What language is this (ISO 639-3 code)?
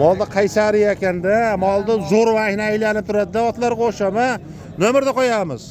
uzb